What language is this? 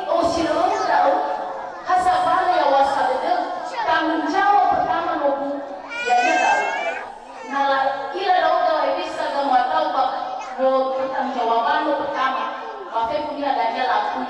Nias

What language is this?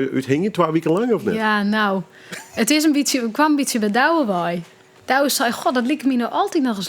Western Frisian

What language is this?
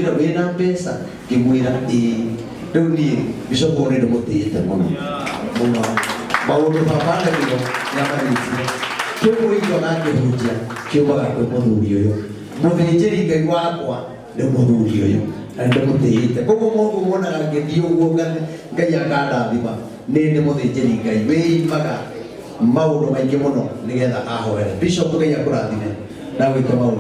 Kikuyu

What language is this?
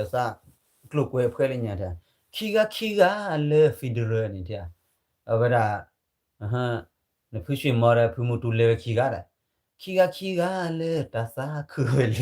S'gaw Karen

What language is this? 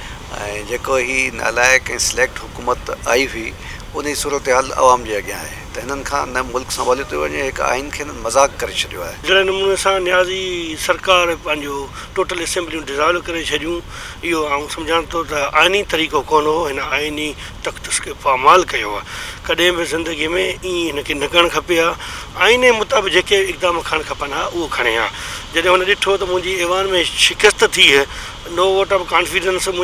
Sindhi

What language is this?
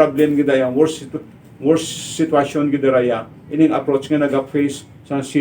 Hiligaynon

